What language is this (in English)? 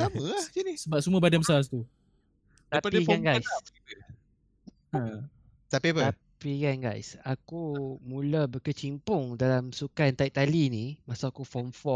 Malay